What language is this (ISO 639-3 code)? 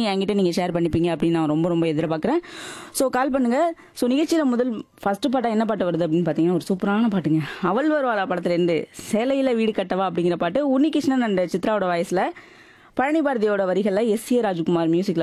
tam